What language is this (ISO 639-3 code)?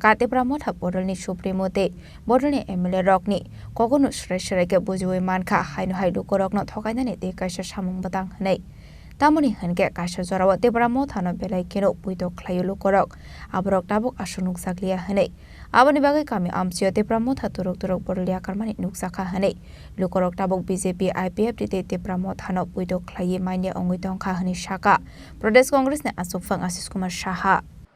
trp